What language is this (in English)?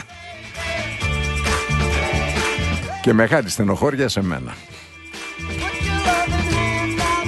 Greek